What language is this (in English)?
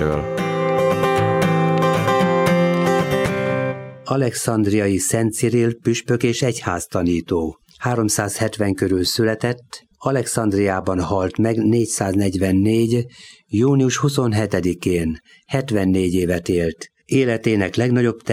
Hungarian